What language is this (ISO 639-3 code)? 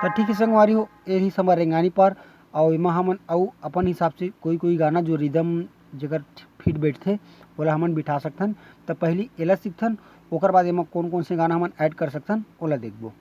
hne